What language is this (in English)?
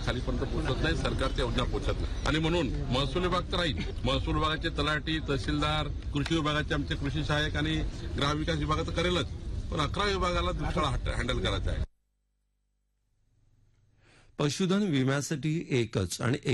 Marathi